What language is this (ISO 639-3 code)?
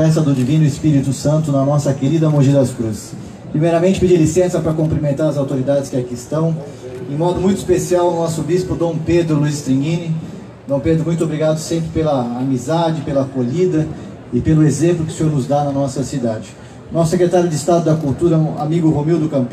por